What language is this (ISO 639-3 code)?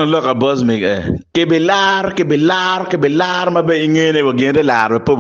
ach